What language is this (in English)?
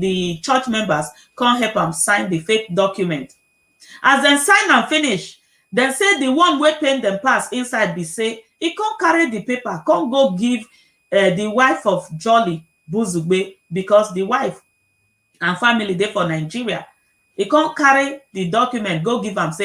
Nigerian Pidgin